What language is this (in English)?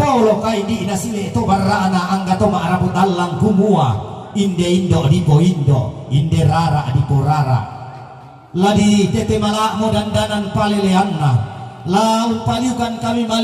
Toraja-Sa'dan